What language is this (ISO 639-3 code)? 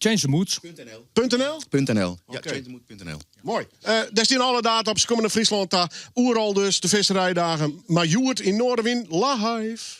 fry